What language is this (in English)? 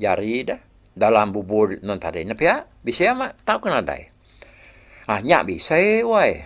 Iban